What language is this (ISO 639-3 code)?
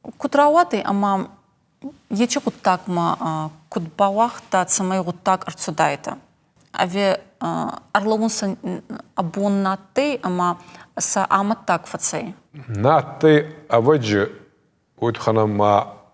oss